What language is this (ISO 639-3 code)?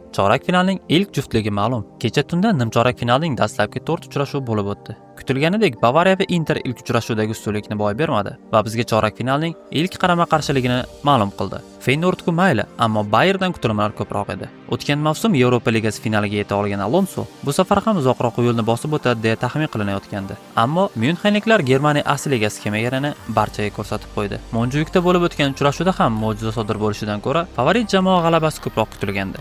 uzb